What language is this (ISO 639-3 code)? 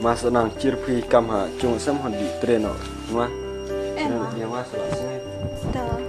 kha